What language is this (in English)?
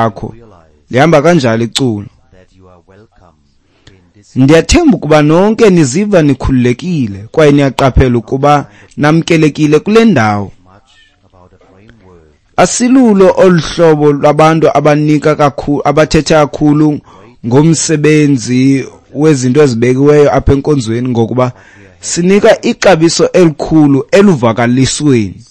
Xhosa